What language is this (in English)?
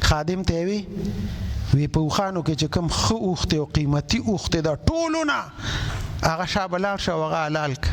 Pashto